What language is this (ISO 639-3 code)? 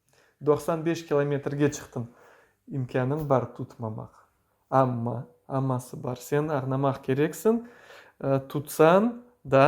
crh